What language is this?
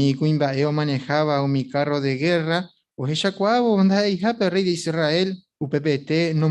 Guarani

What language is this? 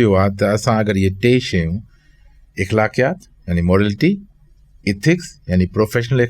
Sindhi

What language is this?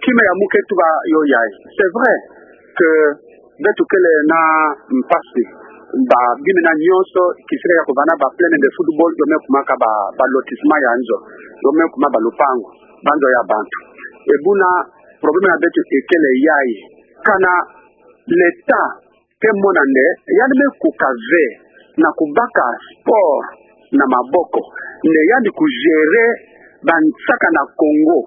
Kituba (Democratic Republic of Congo)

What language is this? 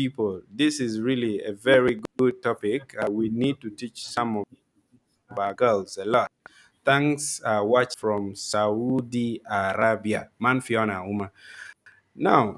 Acoli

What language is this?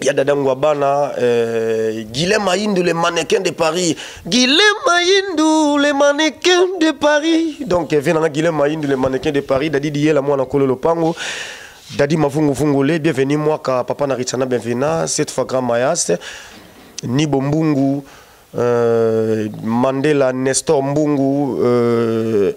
Lingala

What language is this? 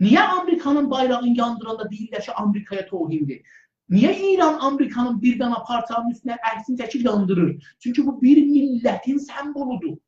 South Azerbaijani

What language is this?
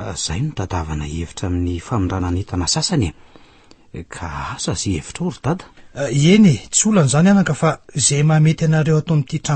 Malagasy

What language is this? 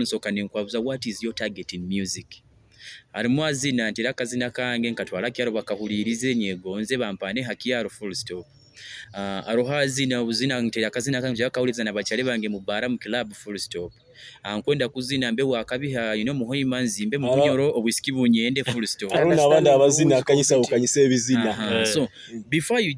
Nyoro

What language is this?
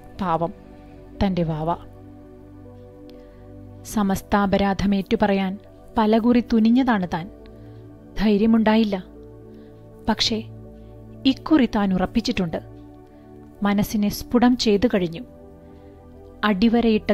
Malayalam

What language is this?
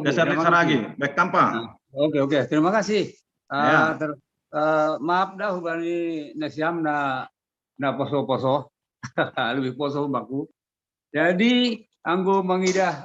Batak Simalungun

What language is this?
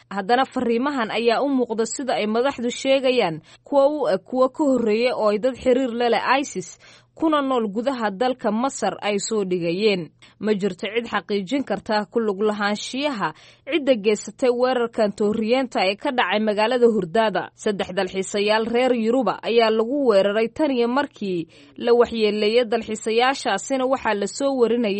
Somali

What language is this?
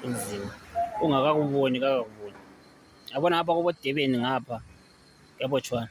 Zulu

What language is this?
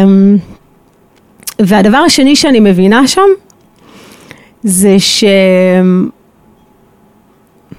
Hebrew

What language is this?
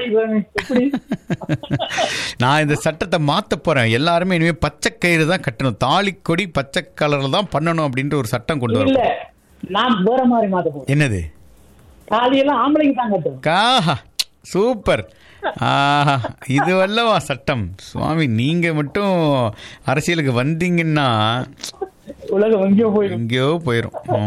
Tamil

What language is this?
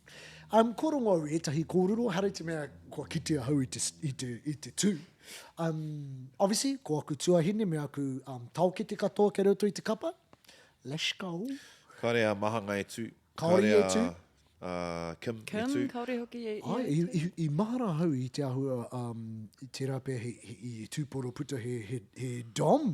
Māori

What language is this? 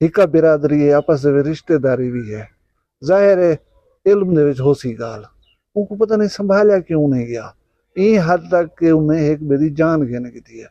Saraiki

